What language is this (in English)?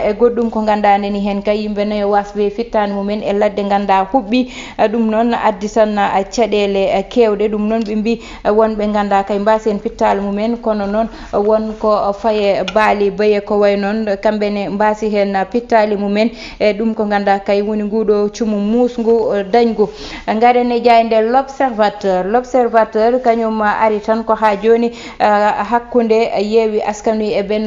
Fula